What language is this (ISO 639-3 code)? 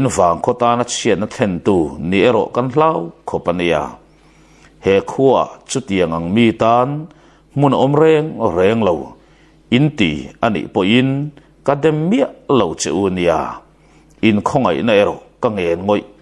lus